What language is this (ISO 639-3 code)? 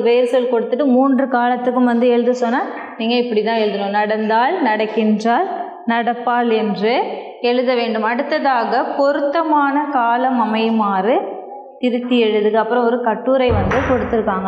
tam